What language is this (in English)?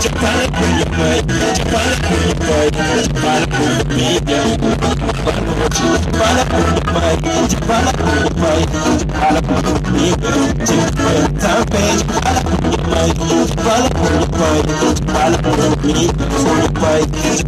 Kabuverdianu